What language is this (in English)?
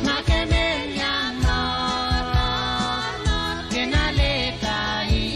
Pohnpeian